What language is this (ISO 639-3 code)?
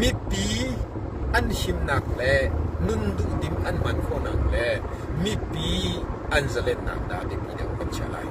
cnh